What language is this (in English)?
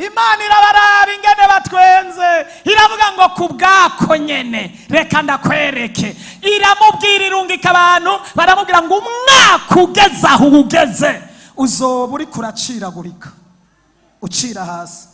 Rundi